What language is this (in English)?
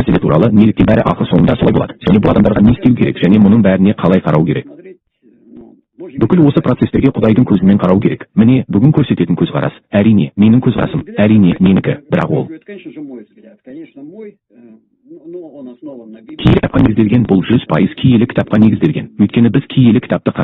Kazakh